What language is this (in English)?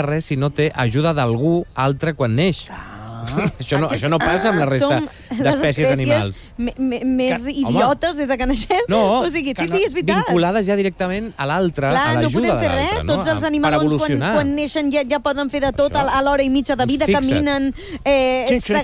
Catalan